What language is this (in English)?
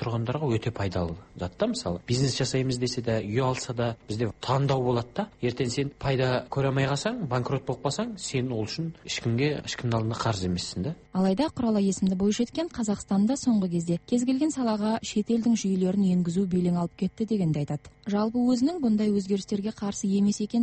Kazakh